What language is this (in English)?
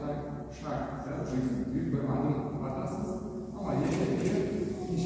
Crimean Tatar